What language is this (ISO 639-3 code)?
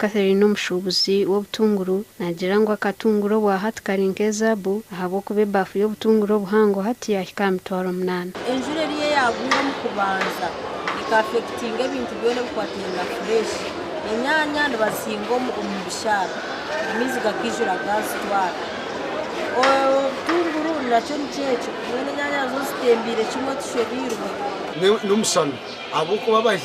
nyn